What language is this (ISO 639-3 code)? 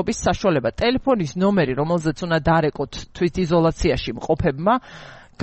kat